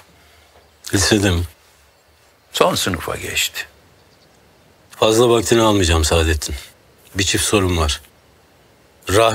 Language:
Turkish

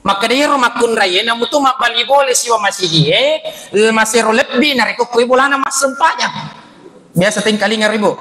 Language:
Buginese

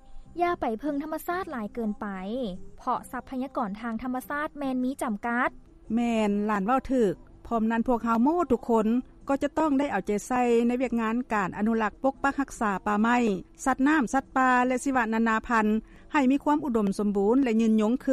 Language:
Lao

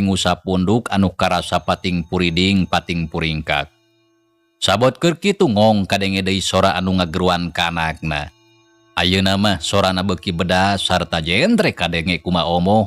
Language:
Sundanese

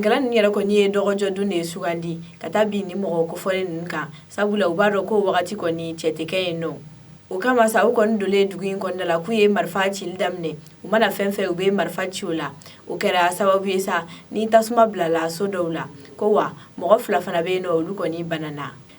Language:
Bambara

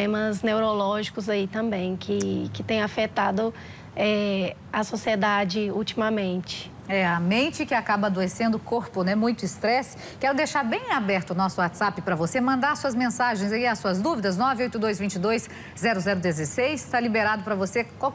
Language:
Portuguese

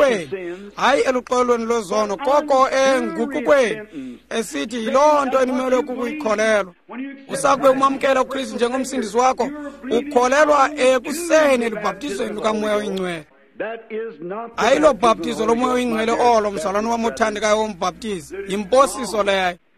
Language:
Xhosa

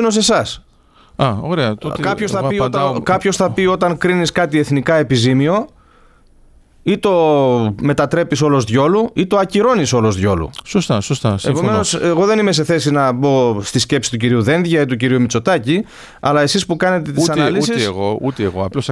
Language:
Greek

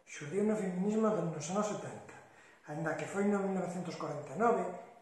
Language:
Galician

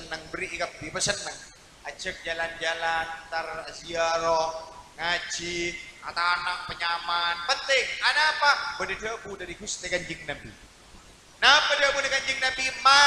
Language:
Madurese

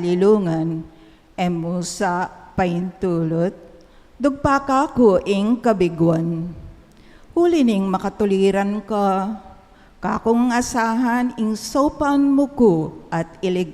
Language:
Pampanga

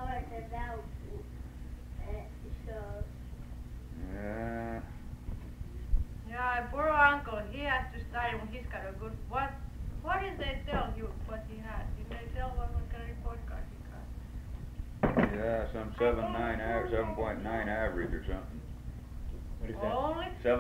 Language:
English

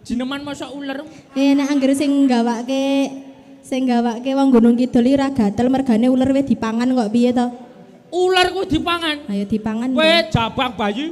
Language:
Javanese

